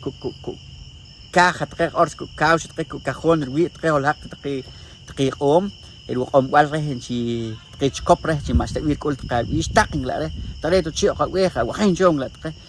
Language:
Poqomchi'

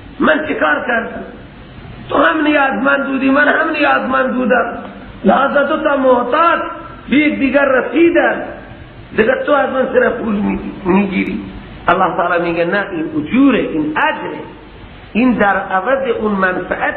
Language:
Persian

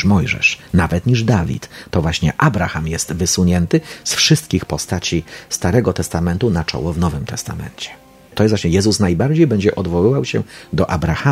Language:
Polish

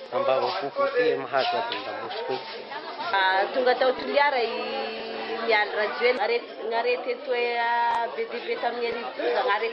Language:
Malagasy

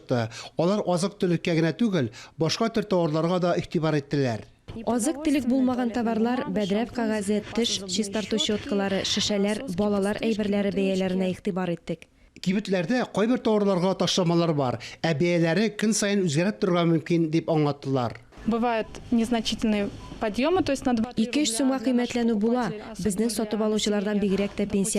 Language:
Tatar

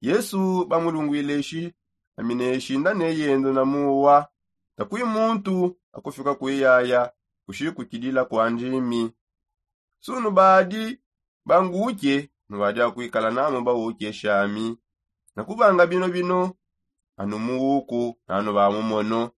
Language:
Songe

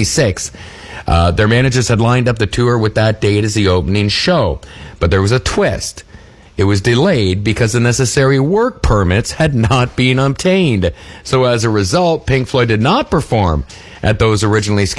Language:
English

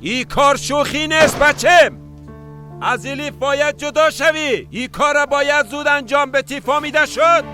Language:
Persian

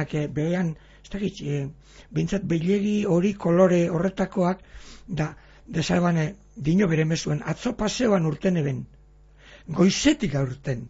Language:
Basque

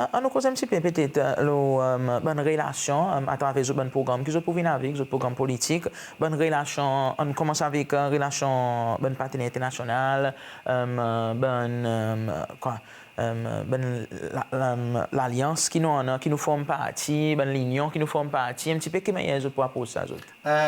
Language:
Seselwa Creole French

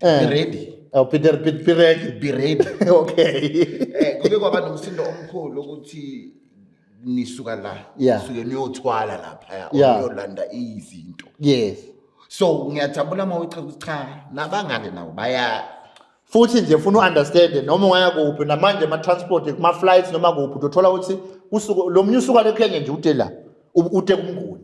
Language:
Zulu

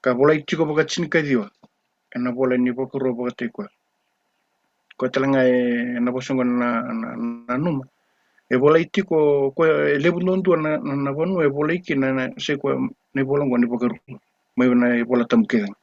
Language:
Fijian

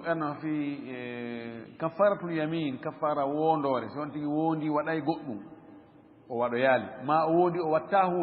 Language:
Fula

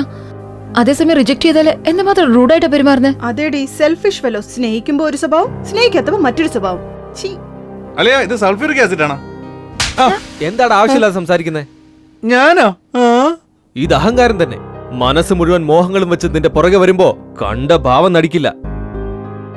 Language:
Malayalam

